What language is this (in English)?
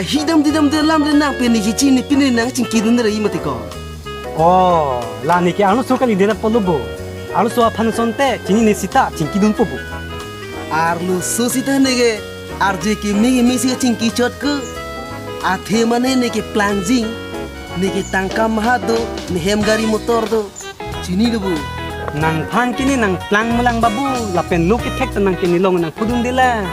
Karbi